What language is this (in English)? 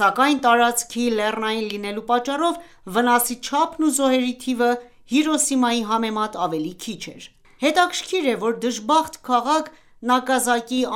Armenian